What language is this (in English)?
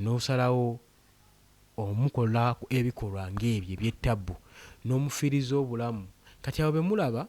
Ganda